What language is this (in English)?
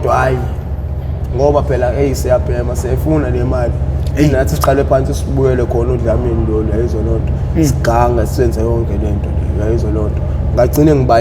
Zulu